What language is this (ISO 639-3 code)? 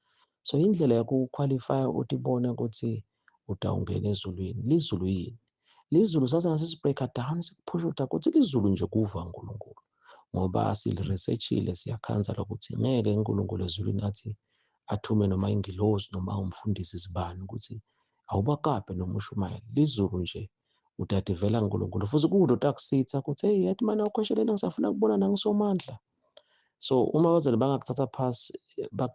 zul